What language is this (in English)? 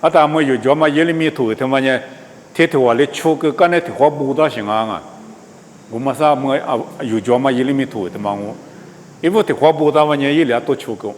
Lisu